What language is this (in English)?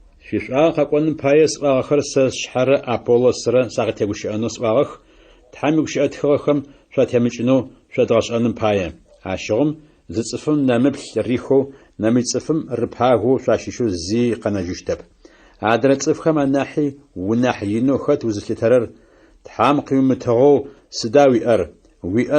Adyghe